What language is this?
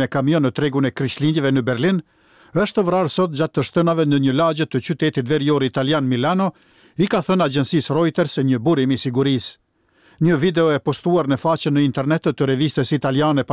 Albanian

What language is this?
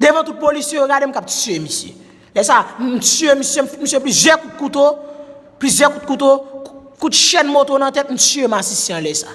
Haitian Creole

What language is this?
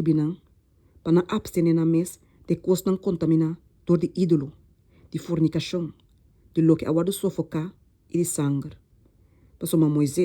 Papiamento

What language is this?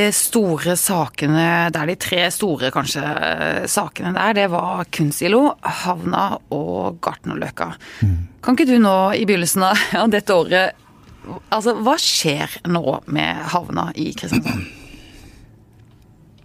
Norwegian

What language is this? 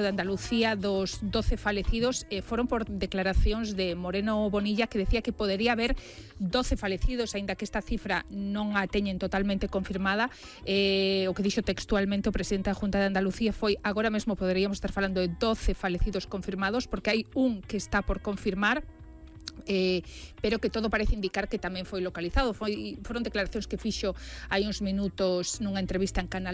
Galician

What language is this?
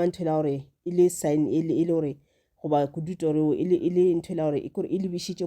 Northern Sotho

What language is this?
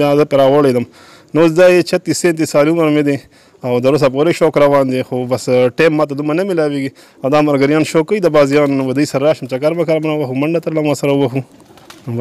Pashto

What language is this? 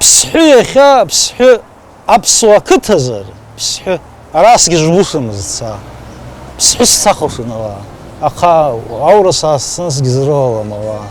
Abkhazian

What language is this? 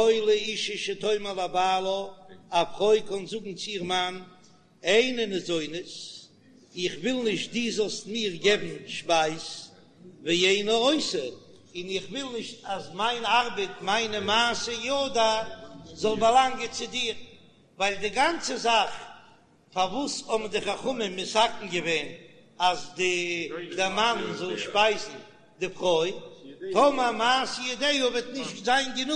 Yiddish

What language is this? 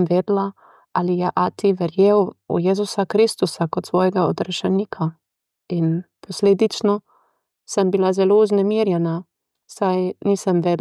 Slovenian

